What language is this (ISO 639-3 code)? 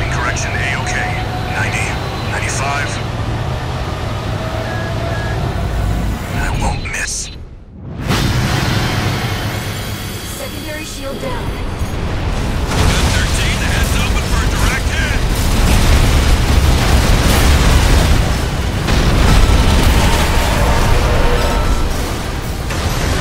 eng